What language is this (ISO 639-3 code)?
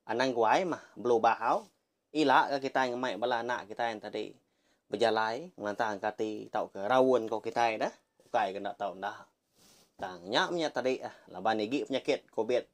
iba